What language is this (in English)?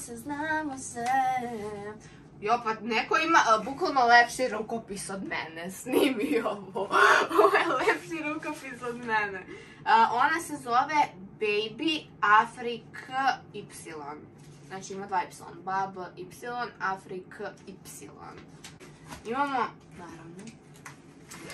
Serbian